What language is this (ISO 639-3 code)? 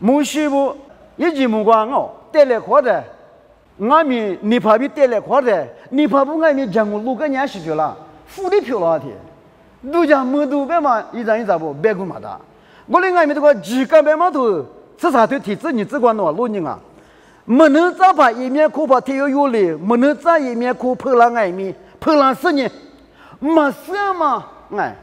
lis